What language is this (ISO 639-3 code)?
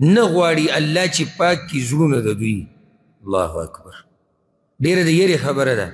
pus